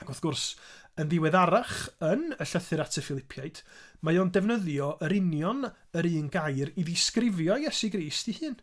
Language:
Welsh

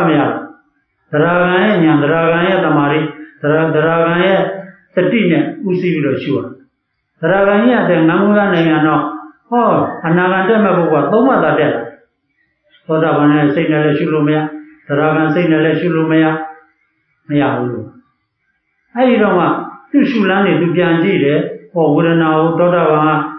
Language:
Burmese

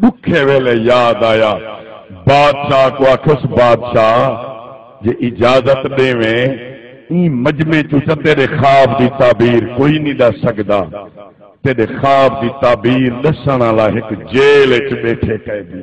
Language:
Saraiki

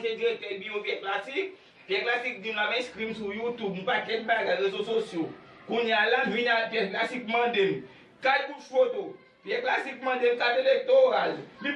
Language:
Haitian Creole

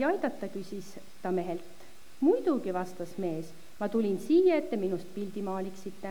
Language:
Estonian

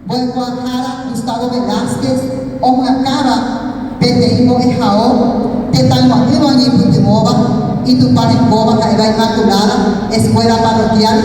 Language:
Guarani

